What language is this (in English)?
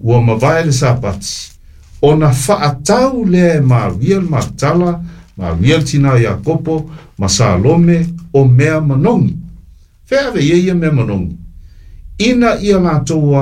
Samoan